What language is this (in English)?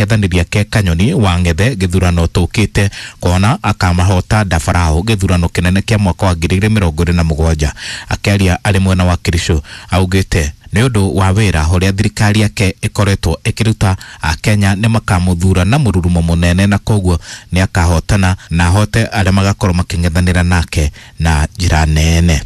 Kikuyu